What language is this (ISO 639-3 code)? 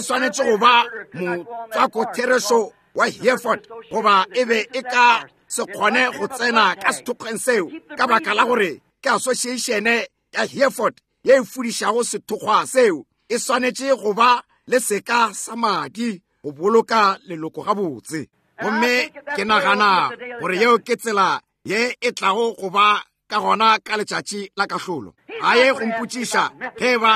nso